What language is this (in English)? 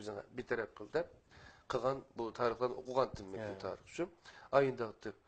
Uyghur